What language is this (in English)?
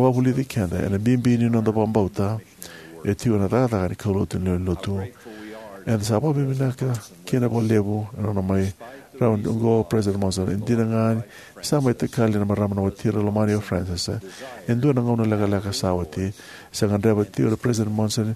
Fijian